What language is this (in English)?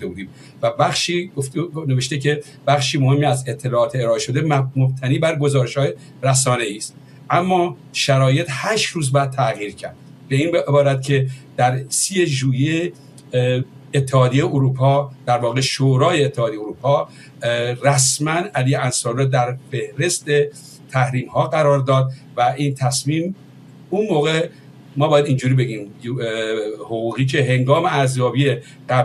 Persian